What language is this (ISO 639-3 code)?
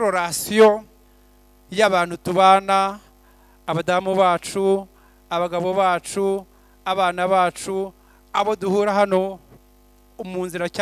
kin